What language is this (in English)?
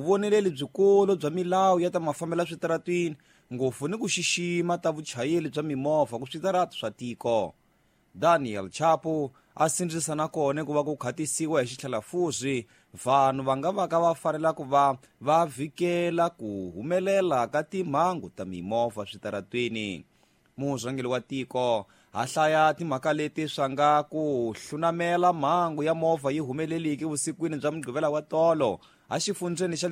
Tsonga